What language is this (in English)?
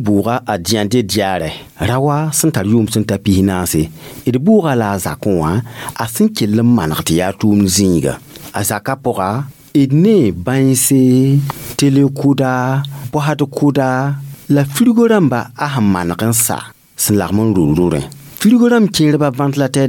Mossi